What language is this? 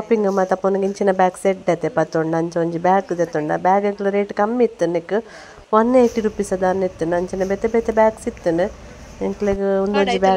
Tulu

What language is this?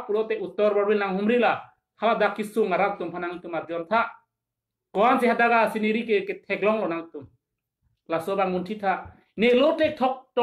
Karbi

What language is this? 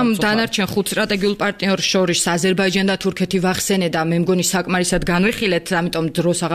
Georgian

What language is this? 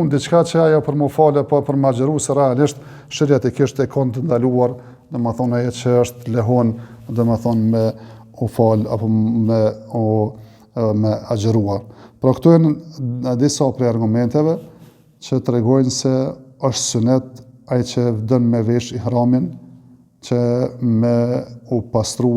Albanian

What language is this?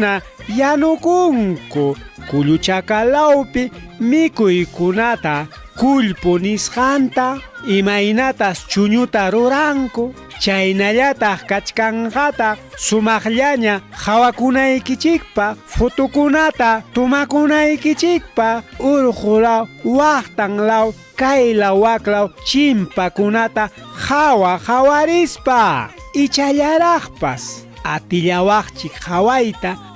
Ayacucho Quechua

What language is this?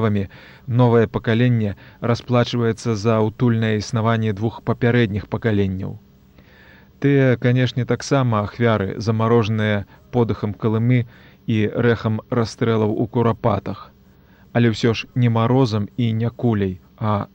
Belarusian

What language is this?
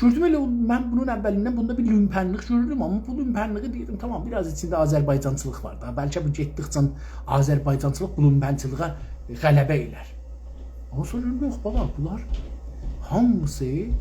South Azerbaijani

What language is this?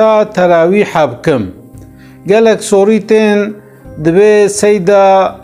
Kurdish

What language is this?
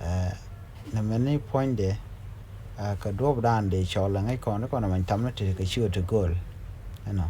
Nuer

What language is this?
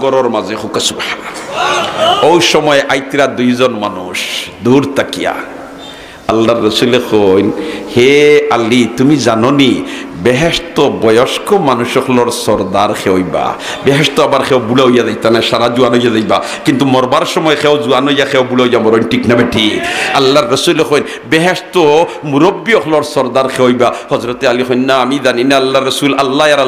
Sylheti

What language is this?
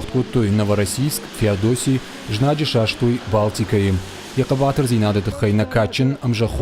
Ossetic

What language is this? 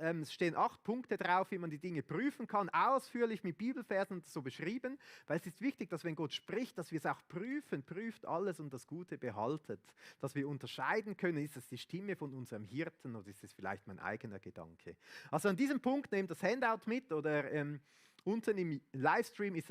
Swiss German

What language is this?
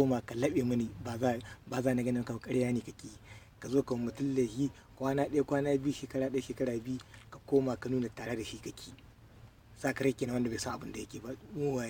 Hausa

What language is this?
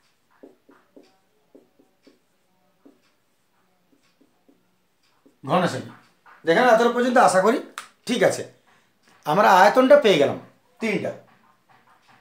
Bangla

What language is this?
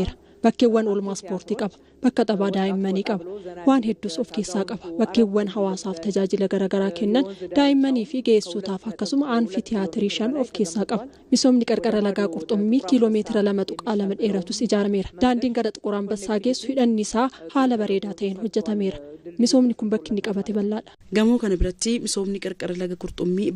Oromo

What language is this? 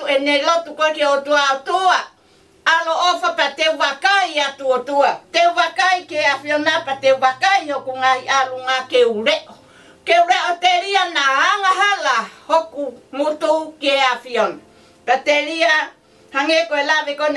Tongan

